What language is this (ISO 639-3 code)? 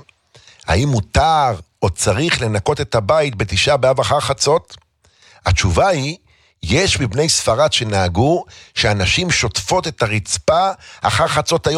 heb